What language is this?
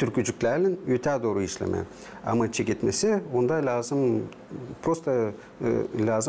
Gagauz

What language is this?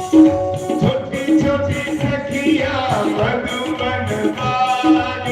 Dogri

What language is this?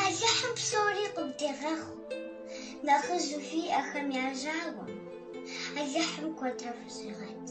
Kabardian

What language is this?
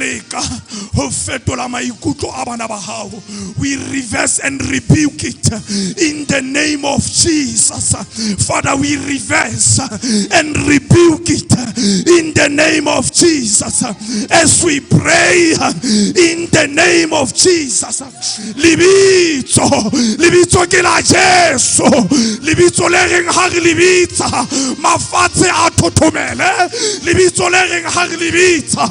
Southern Sotho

